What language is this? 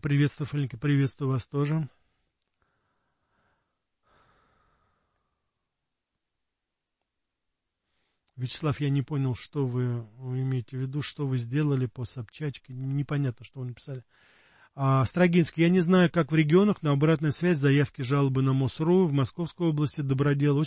Russian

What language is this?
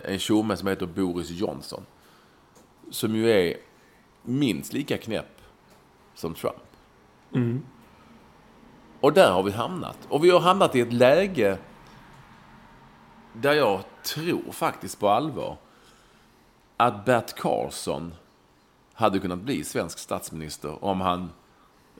Swedish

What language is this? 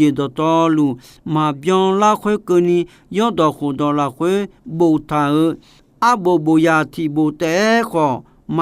Akha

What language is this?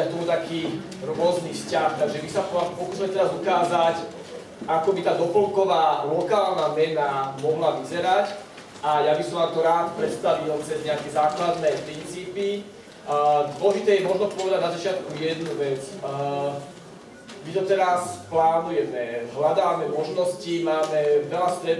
Slovak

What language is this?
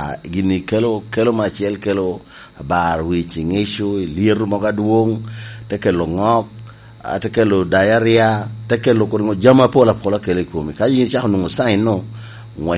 Lango (Uganda)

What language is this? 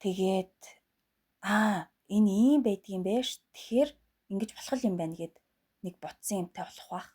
Mongolian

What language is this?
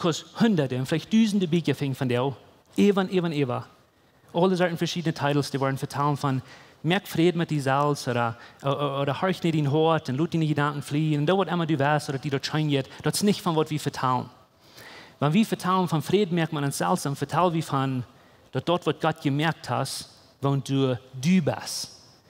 Plautdietsch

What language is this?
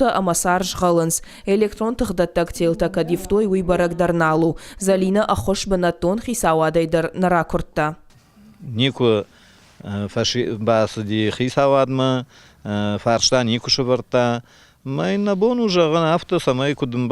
Ossetic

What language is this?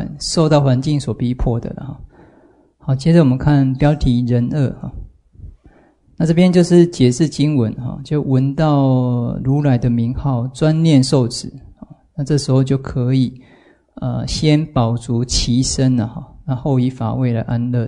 Chinese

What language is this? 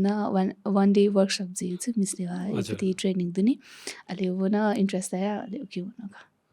Newari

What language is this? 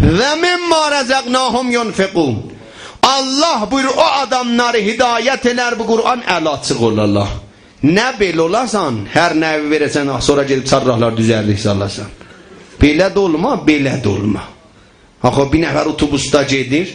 South Azerbaijani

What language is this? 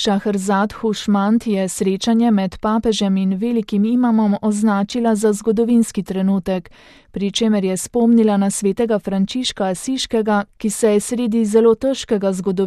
Slovenian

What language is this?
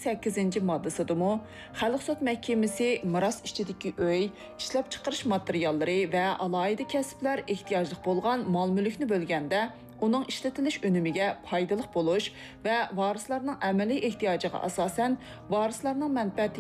Uyghur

